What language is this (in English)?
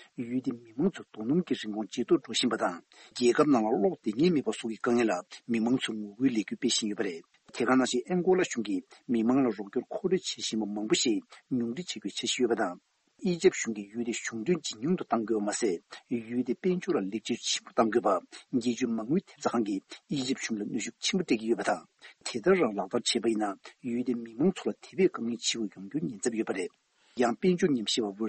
Tibetan